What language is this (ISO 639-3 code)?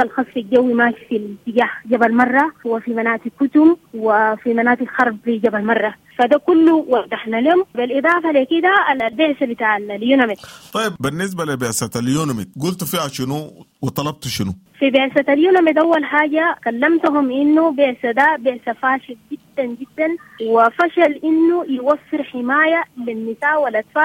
apd